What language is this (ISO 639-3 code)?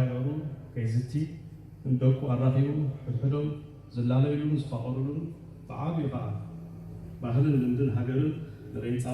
tir